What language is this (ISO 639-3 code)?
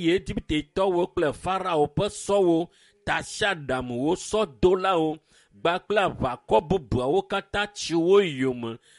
ewe